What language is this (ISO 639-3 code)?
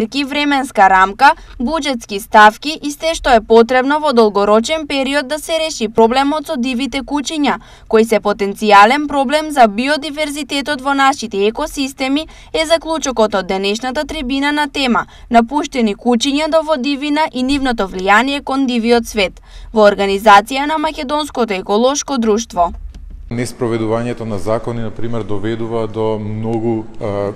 mkd